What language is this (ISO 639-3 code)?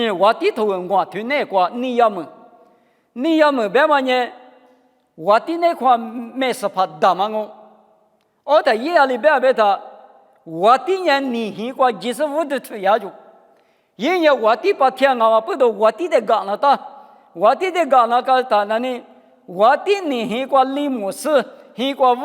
lis